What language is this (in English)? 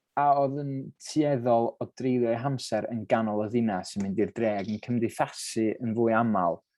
Welsh